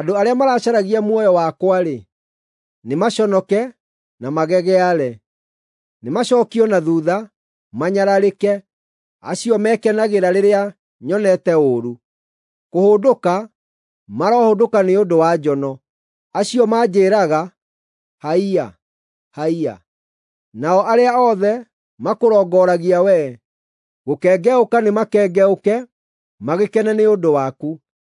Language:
Kikuyu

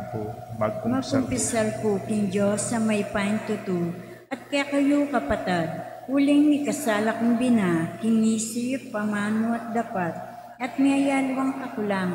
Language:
Pampanga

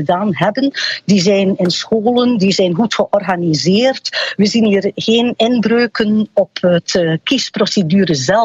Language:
Dutch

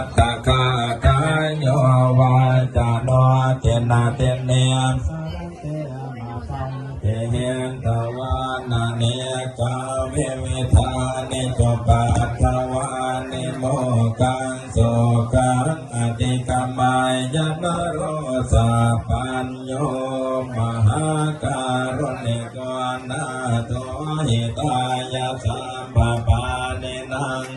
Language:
Pali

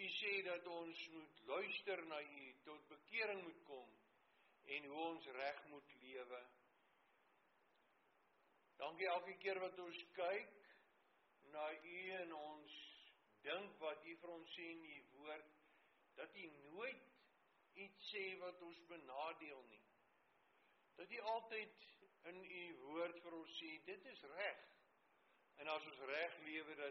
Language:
Afrikaans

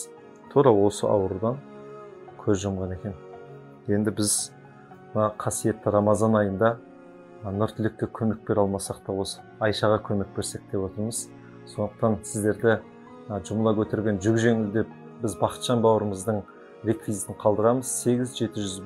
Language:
Kazakh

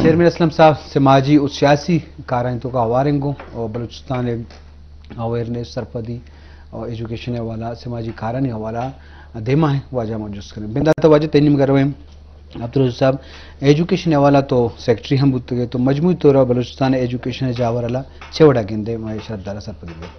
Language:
Eastern Balochi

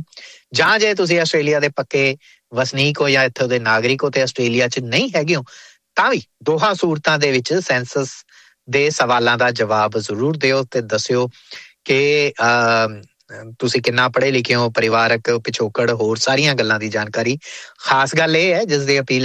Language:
Punjabi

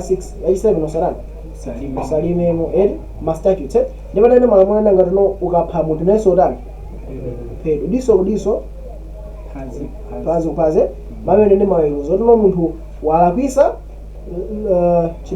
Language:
Nyanja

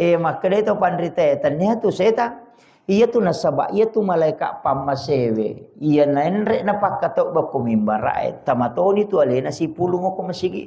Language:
Buginese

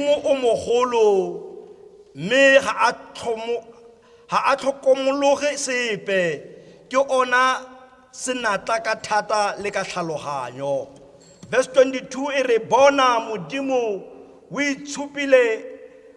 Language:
Tswana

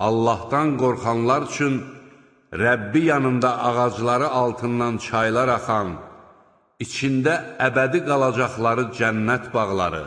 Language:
Azerbaijani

